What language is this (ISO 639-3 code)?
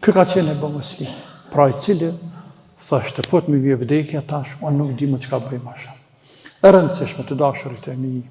sqi